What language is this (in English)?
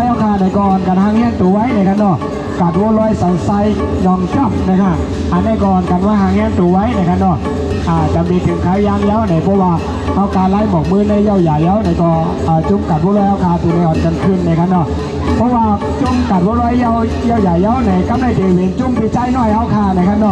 Shan